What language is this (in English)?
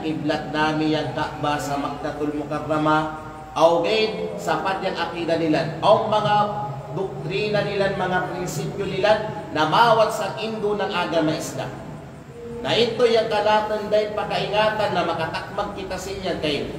Kalagan